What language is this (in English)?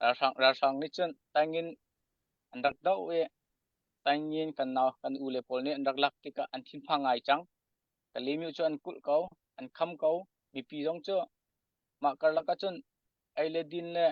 Hakha Chin